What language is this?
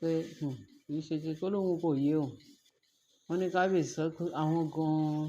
Yoruba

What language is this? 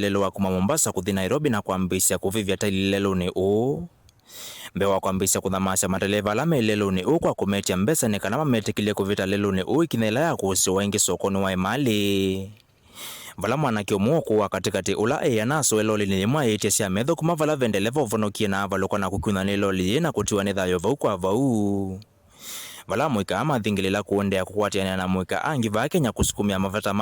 Kamba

